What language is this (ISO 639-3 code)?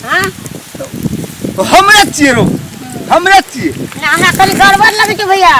mai